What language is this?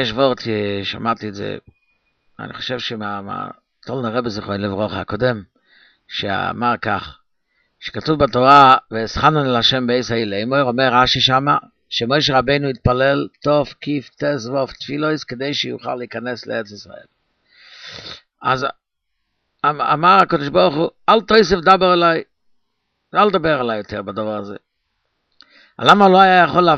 Hebrew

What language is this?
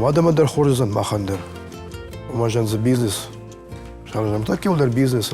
Ossetic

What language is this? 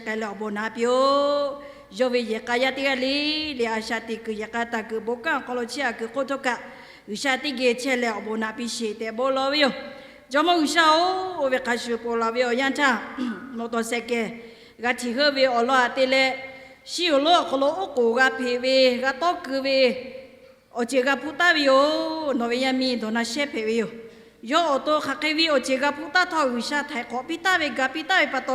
Lahu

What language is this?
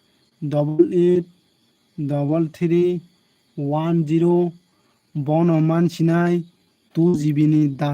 Kok Borok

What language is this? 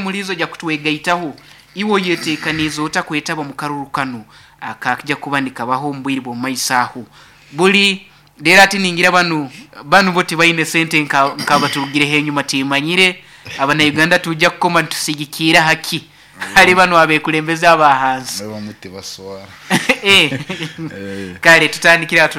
Nyoro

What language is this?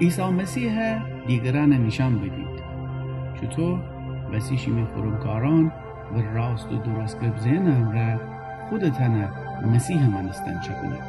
Gilaki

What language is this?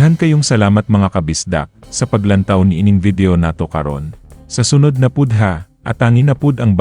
Cebuano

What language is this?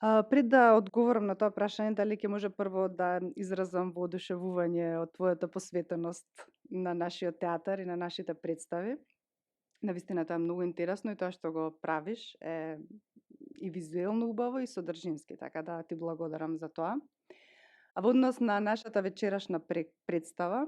Macedonian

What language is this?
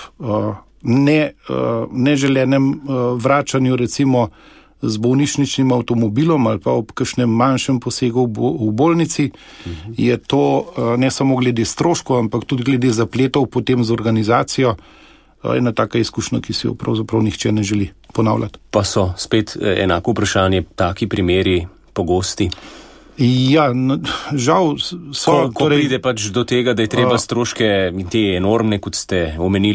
Slovenian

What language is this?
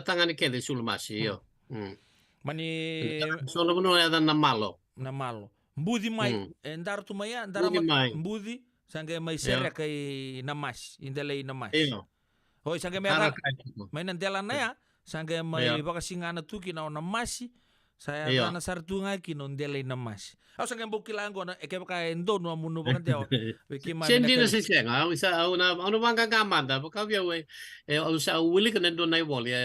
Fijian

